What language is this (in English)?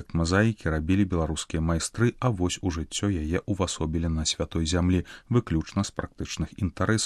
Belarusian